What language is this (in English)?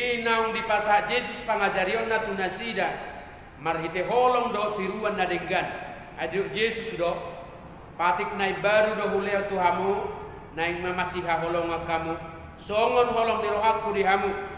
Batak Toba